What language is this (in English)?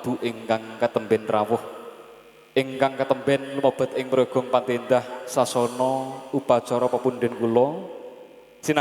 Javanese